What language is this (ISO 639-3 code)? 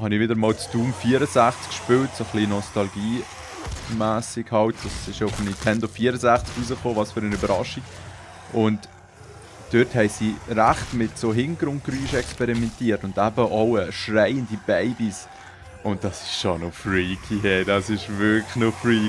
gsw